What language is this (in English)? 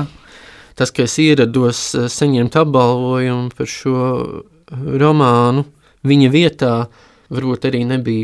Latvian